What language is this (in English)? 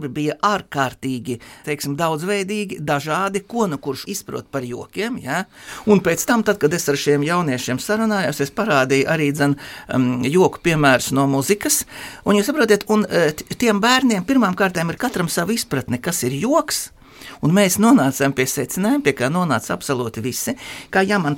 Latvian